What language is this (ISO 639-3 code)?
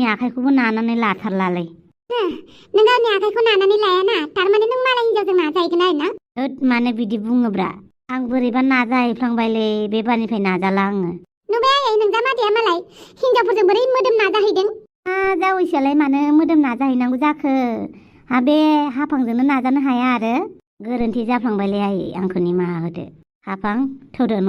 brx